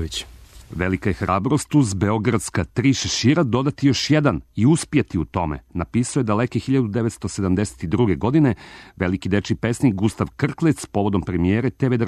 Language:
Serbian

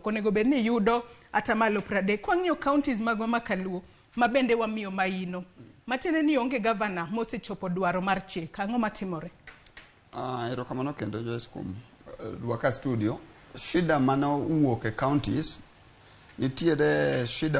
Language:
Luo (Kenya and Tanzania)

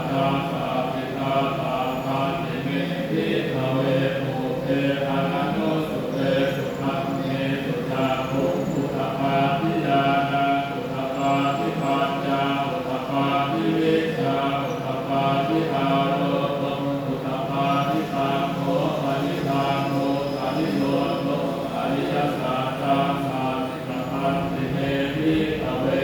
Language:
Pali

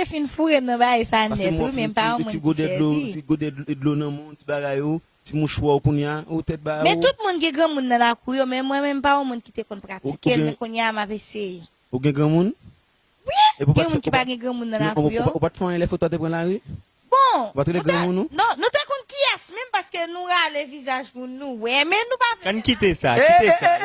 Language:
Haitian Creole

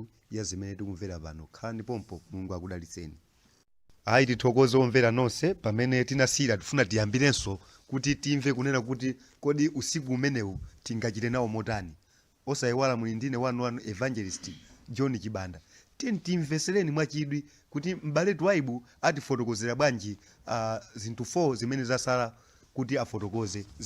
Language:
Nyanja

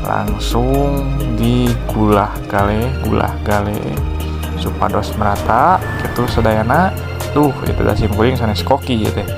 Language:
Sundanese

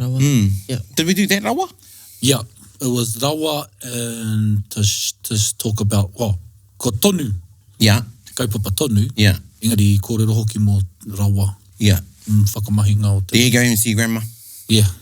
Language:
Māori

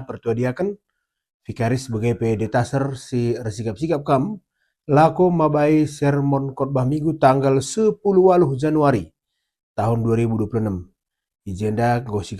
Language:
Batak Karo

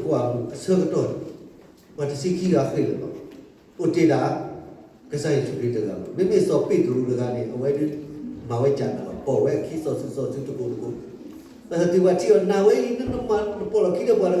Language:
S'gaw Karen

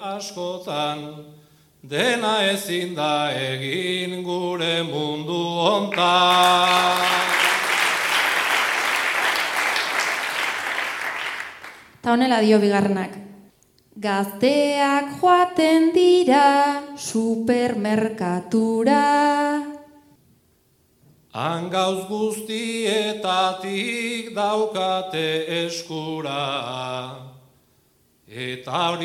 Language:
Basque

